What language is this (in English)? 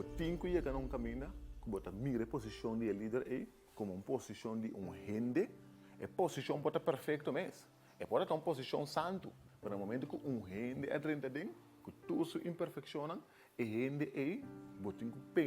Papiamento